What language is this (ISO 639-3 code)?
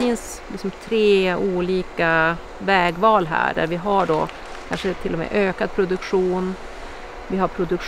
swe